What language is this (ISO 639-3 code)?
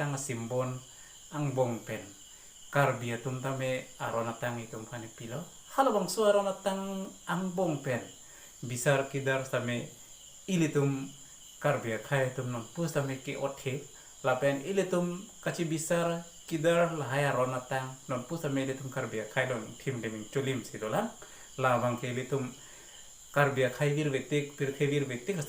mjw